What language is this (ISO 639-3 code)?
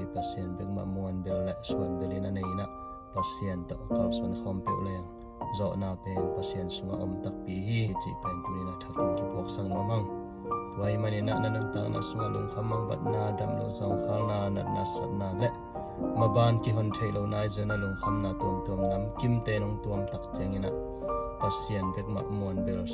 ctd